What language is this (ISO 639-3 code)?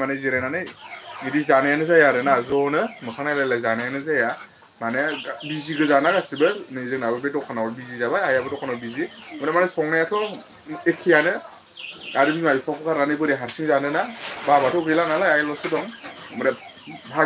brx